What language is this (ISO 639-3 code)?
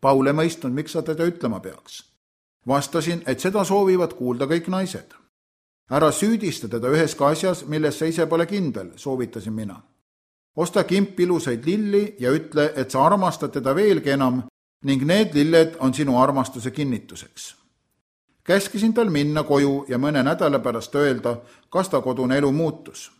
est